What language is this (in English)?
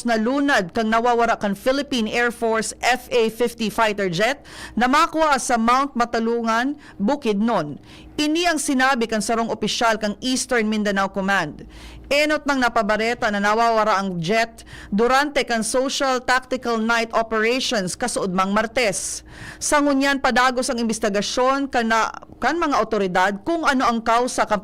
Bikol